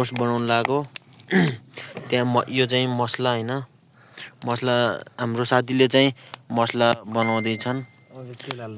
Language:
Nepali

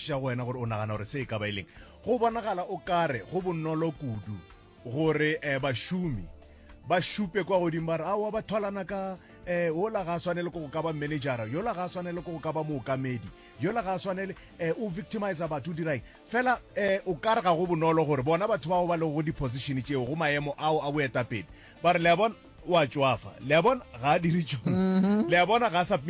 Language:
Northern Sotho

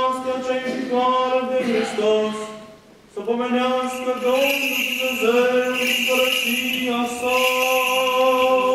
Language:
Romanian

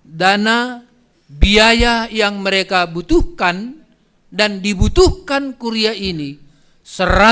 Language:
Batak Simalungun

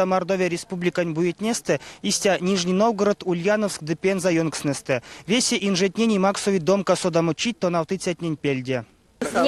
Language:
Erzya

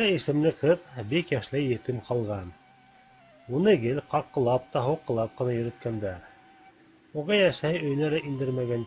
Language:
Bashkir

